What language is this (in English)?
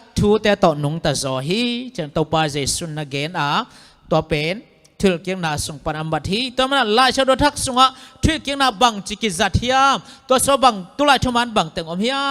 Tedim Chin